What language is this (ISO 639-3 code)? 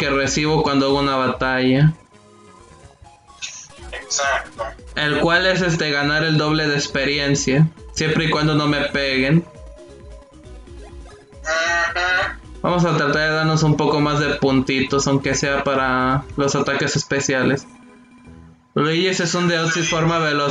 spa